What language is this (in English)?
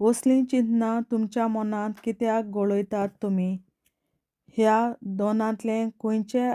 Konkani